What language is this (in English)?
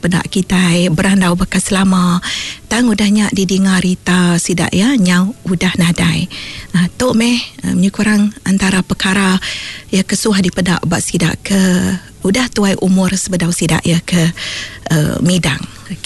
Iban